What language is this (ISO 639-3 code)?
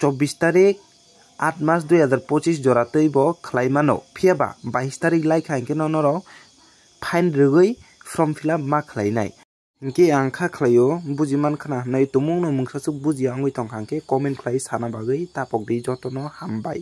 trp